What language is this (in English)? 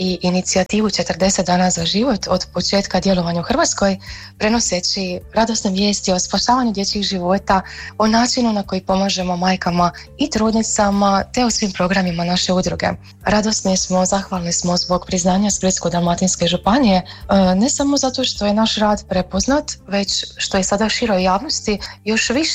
Croatian